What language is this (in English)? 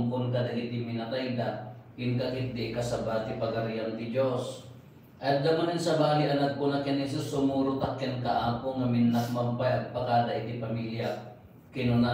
Iloko